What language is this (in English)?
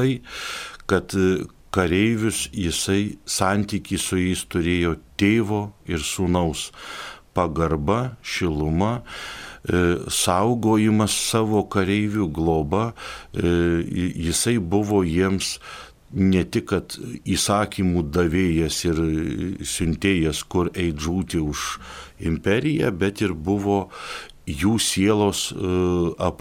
Lithuanian